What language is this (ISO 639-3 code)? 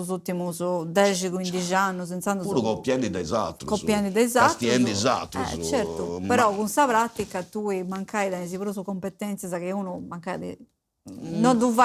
srd